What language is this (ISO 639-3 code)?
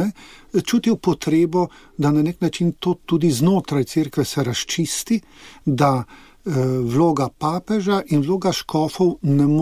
slv